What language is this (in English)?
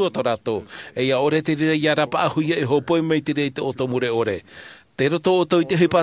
Tahitian